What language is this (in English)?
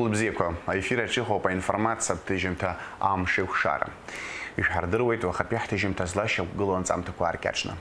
Abkhazian